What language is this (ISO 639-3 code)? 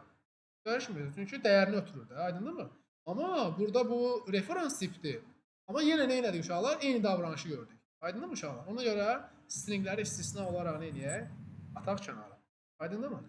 aze